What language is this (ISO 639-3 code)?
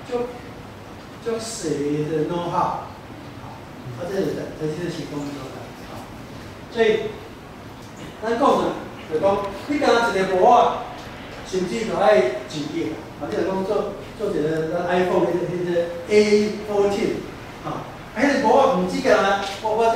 nan